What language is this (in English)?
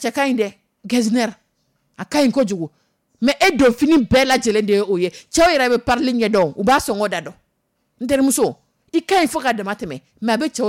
Dyula